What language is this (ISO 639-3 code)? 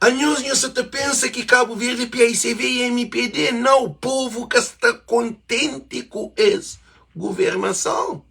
kea